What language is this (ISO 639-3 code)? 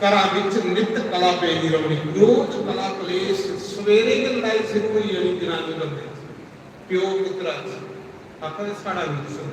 doi